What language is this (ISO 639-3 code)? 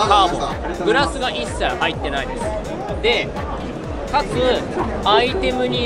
jpn